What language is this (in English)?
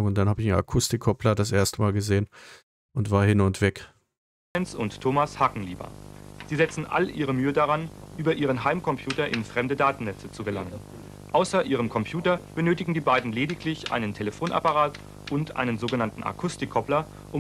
German